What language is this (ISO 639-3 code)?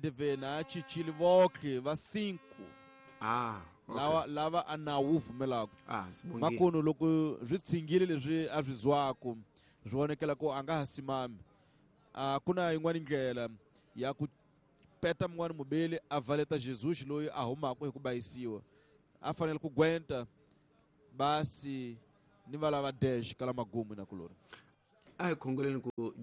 tso